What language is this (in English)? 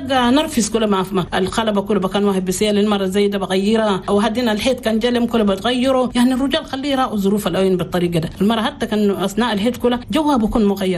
Chadian Arabic